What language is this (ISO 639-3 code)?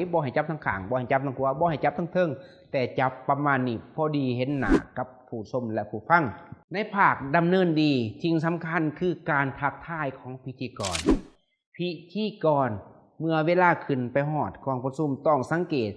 lao